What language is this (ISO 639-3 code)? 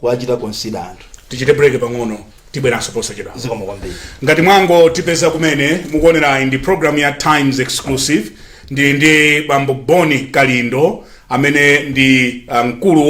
nya